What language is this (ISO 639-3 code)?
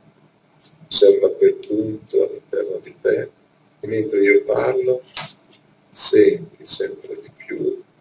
ita